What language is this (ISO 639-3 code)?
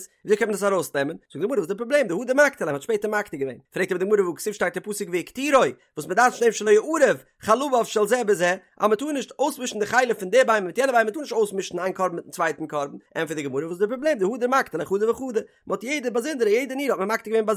yid